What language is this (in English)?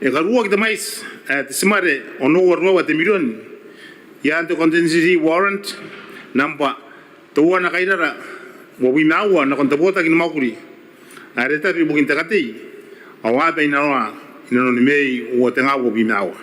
Gilbertese